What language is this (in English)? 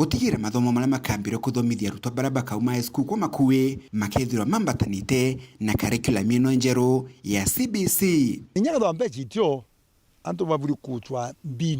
Meru